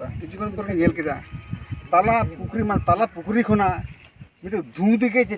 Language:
Santali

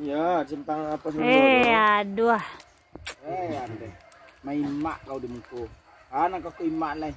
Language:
Minangkabau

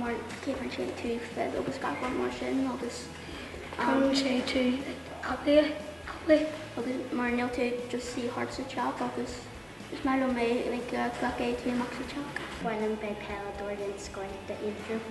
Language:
Irish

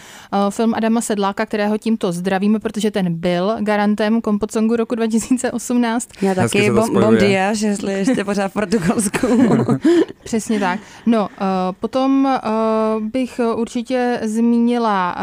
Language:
Czech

